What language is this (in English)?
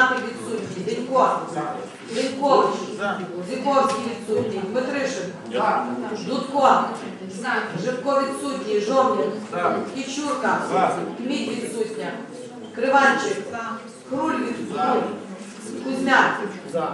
Ukrainian